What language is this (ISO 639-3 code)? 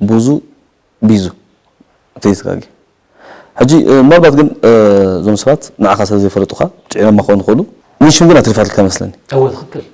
tir